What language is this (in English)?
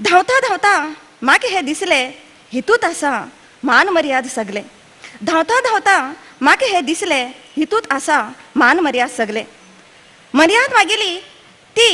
Konkani